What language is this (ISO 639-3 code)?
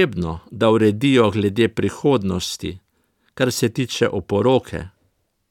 slv